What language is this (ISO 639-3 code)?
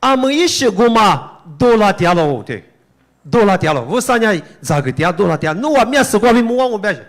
lis